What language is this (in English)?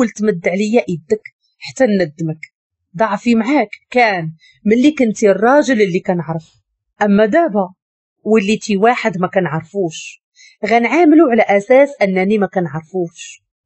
Moroccan Arabic